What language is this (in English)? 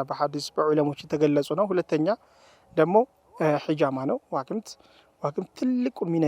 Amharic